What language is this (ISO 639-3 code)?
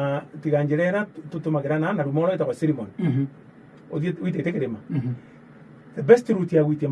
mer